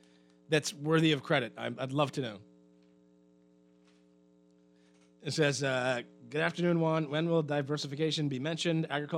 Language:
English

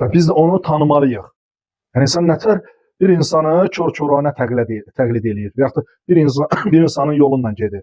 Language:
Azerbaijani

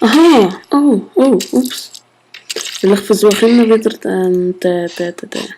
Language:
Swiss German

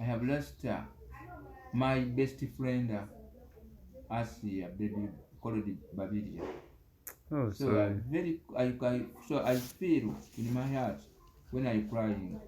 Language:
Ganda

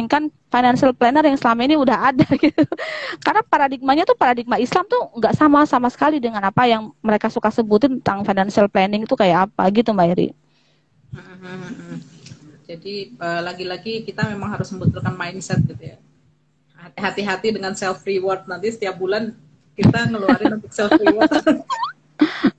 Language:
Indonesian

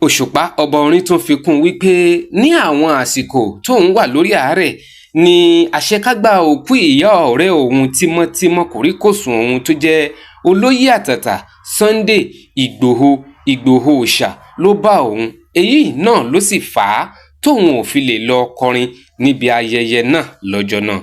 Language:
Yoruba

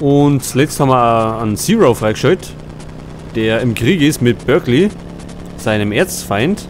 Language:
Bavarian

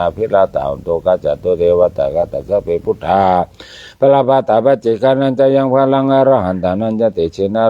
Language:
Pali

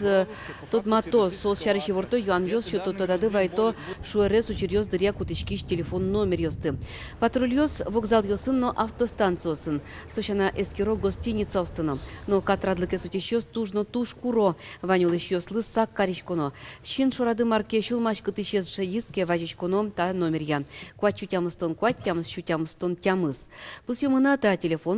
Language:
Udmurt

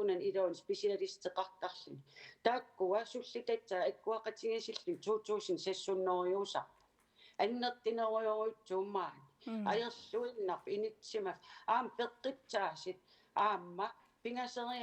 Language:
Kalaallisut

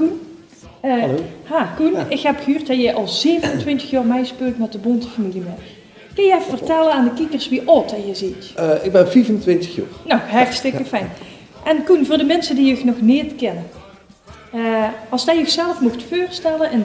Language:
Limburgish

